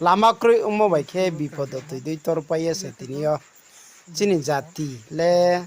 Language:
Riang (India)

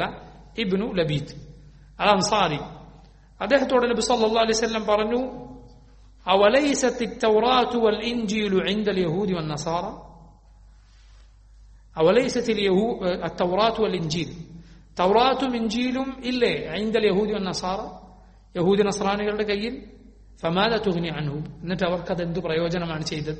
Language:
Malayalam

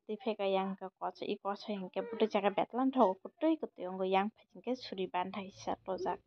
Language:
Kok Borok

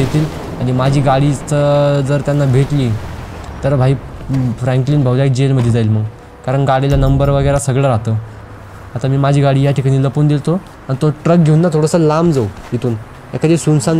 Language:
Marathi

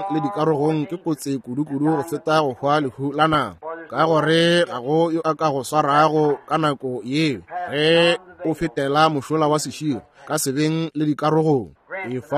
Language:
Northern Sotho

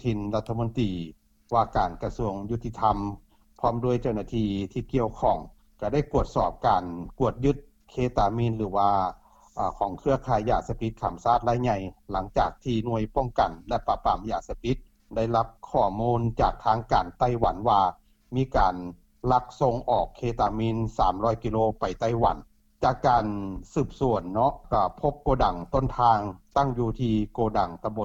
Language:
Lao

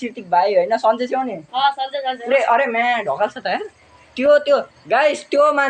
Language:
Nepali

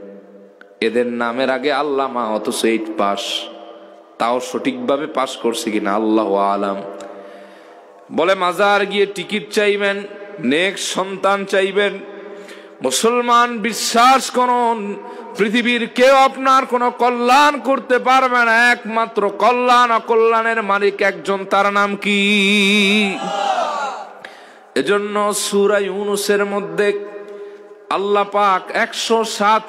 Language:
Bangla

